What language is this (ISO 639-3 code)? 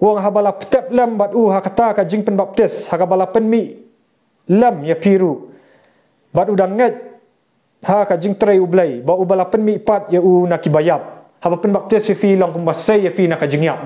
kha